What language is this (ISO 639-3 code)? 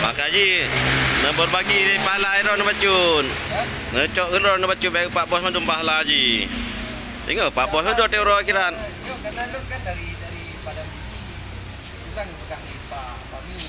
ace